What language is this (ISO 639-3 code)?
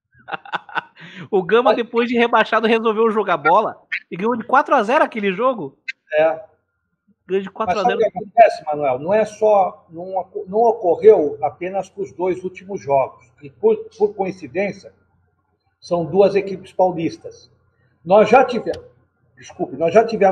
por